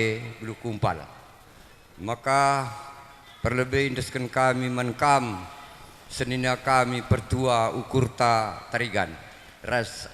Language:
Batak Karo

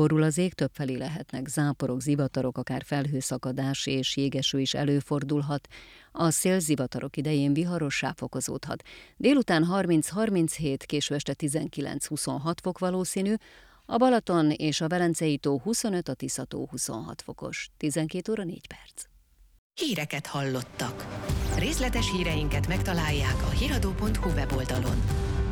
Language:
Hungarian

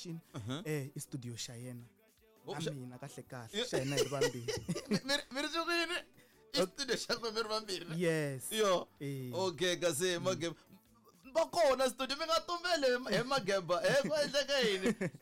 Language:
Tsonga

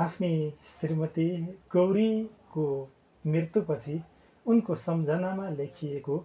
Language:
Nepali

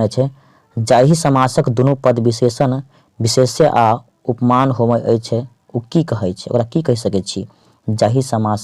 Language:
Maithili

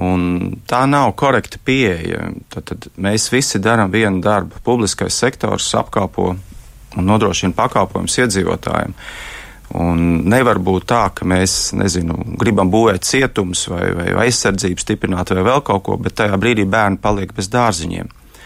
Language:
Latvian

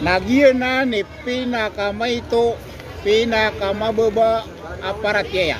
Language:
Maranao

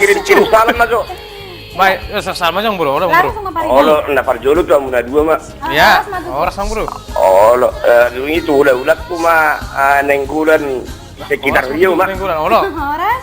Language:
Batak Toba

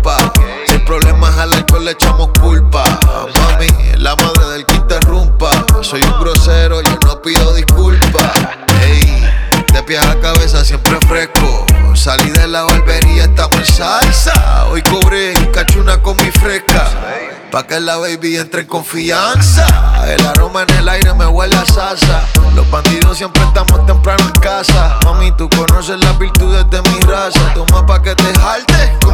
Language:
Spanish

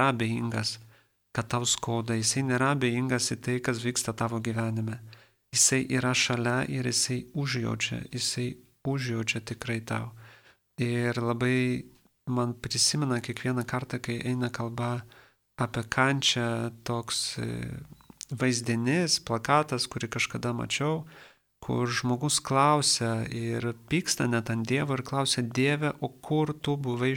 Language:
Lithuanian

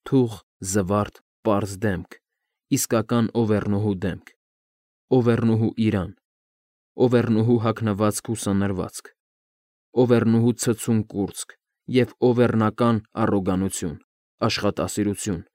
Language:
Armenian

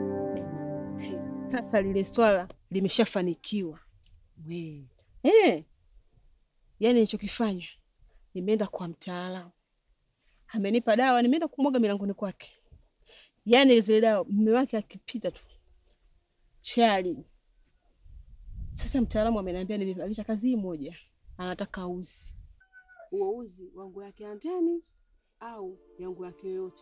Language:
Swahili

